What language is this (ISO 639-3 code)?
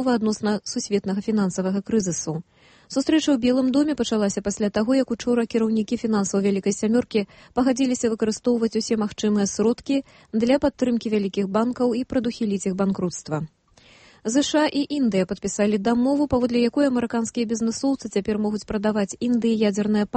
bel